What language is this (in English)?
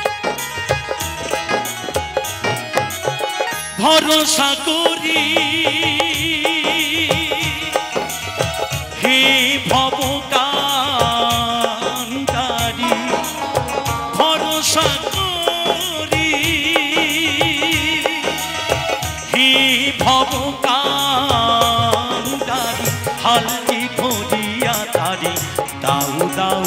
Bangla